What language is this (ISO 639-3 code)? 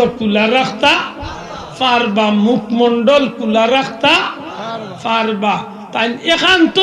syl